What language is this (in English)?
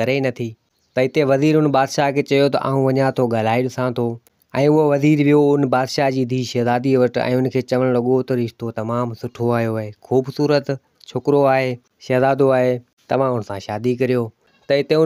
Sindhi